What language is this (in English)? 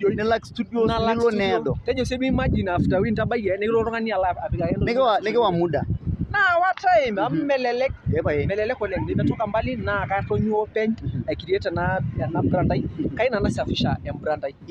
Masai